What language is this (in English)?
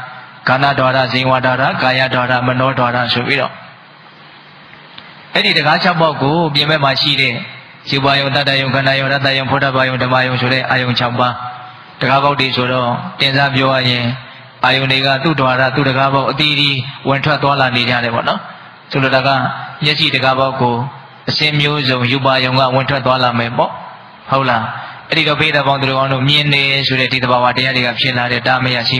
Burmese